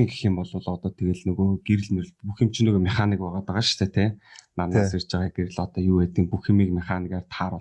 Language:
Mongolian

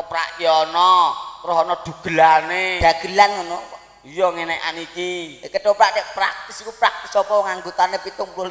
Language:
Javanese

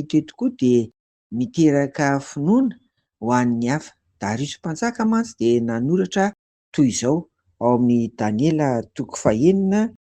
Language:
Malagasy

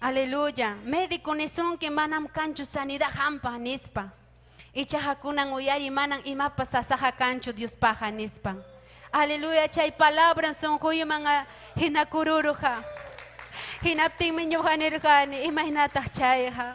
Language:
Ayacucho Quechua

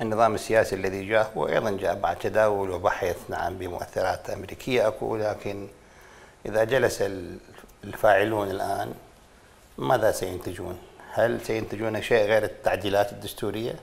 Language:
Mesopotamian Arabic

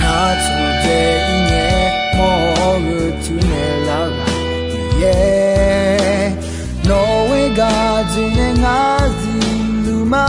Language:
Akha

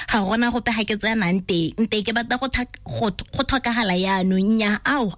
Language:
Tswana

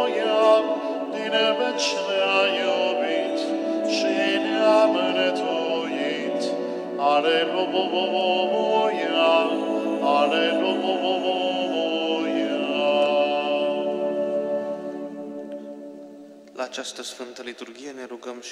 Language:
Romanian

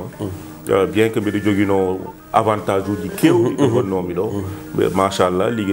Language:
Fula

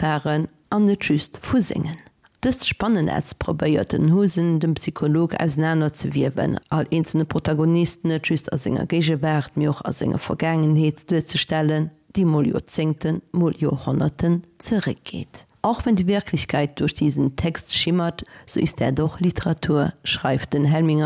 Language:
Luxembourgish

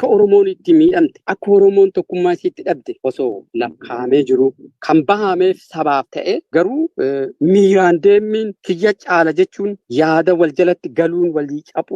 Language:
Oromo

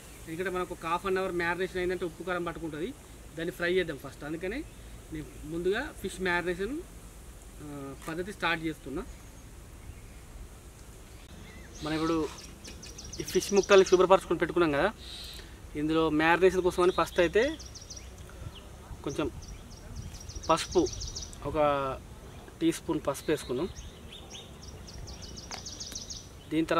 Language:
Telugu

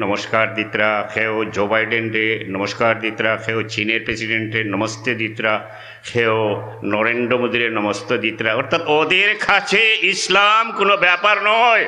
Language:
Sylheti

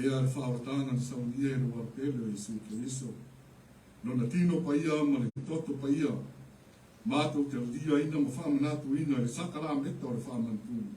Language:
Samoan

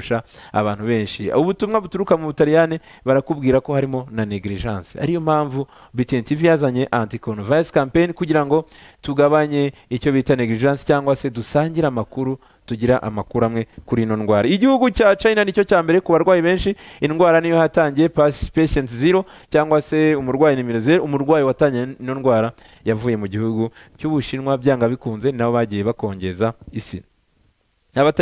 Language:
Kinyarwanda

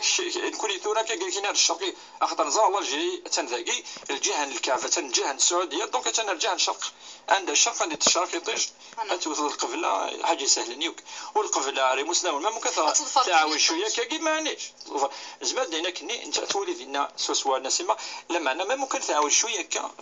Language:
Kabyle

